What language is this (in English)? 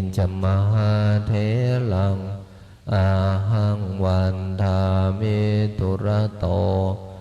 Pali